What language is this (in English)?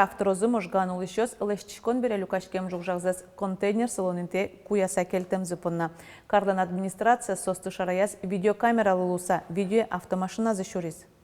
Udmurt